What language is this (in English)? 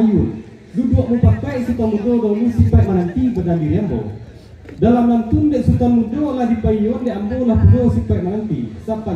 Minangkabau